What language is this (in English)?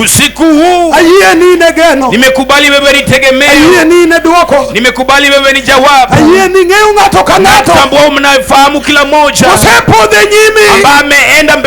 Luo (Kenya and Tanzania)